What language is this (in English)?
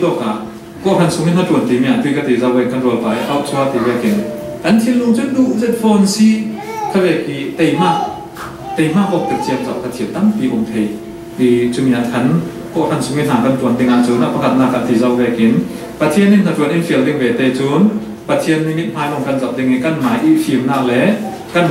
Falam Chin